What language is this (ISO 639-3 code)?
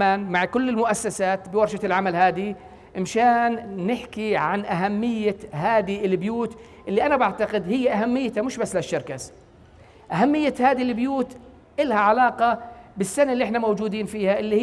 apc